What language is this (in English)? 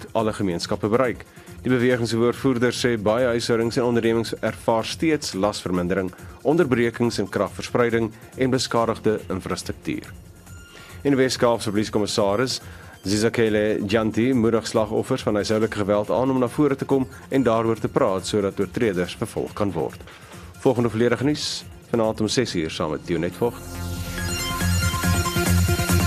Afrikaans